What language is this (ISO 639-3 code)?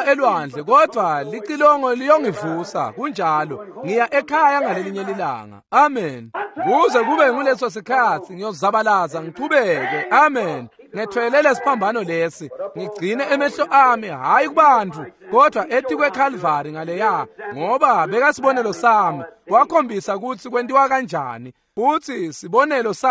ssw